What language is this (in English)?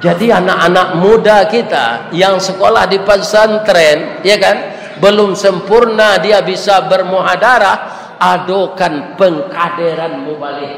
Minangkabau